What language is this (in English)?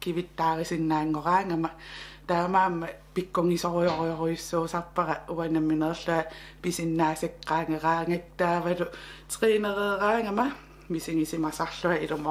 Kalaallisut